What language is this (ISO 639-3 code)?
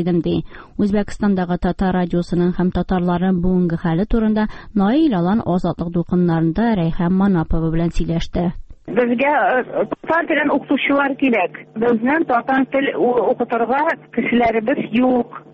tat